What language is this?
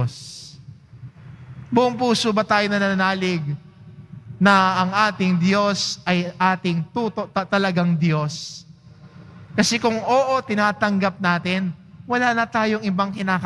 Filipino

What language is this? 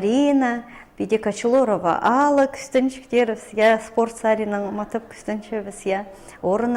Khakas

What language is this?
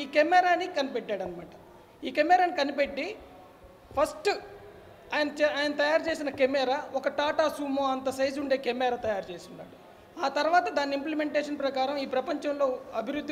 Telugu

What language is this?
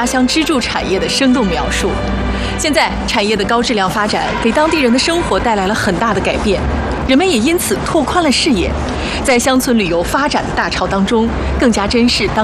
Chinese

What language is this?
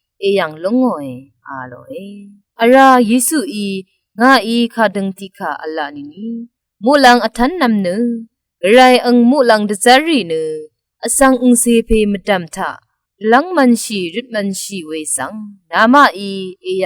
Rawang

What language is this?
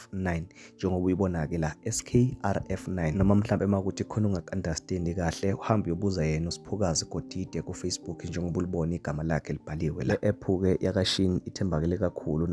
Zulu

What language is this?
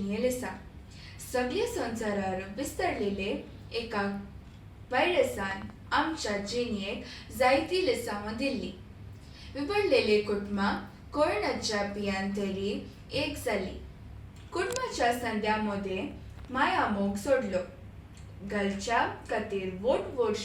Konkani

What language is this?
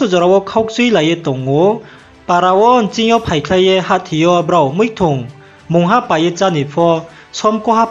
Riang (India)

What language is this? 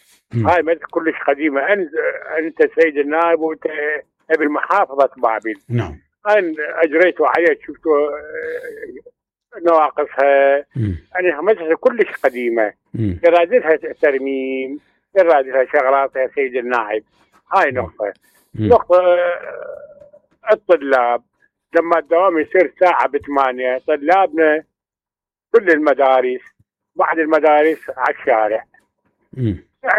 Mesopotamian Arabic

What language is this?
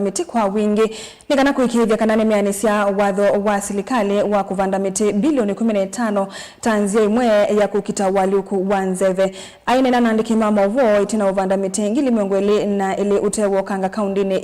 Kamba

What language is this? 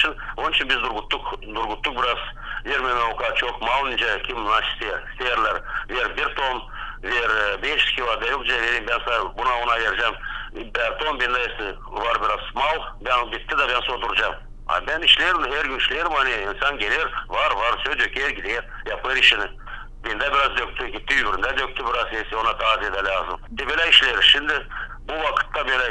Gagauz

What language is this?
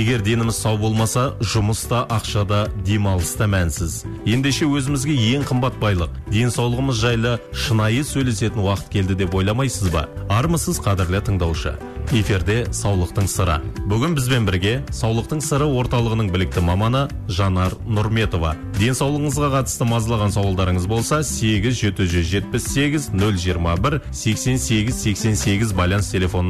Kazakh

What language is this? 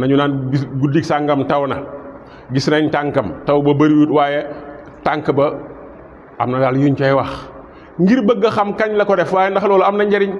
Wolof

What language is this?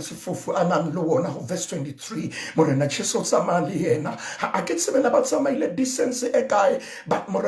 Southern Sotho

